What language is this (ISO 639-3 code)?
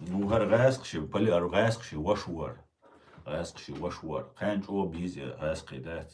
che